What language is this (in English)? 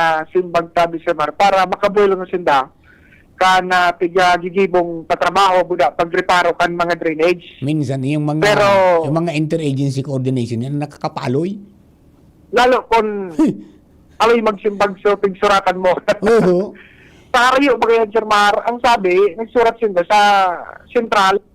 Bikol